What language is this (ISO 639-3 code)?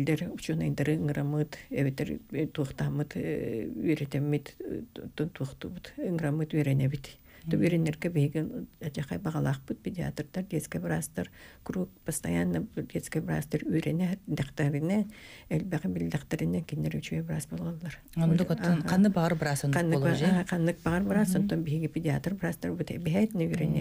sah